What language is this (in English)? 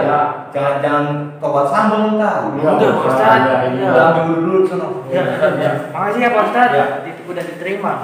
Betawi